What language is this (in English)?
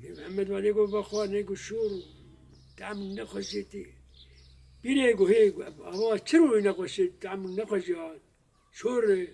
Kurdish